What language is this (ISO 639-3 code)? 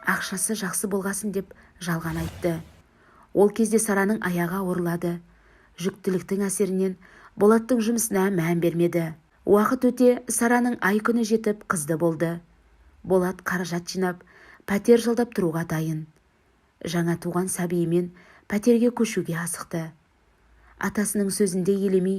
kaz